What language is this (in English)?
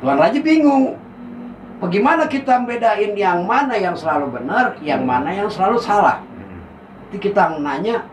Betawi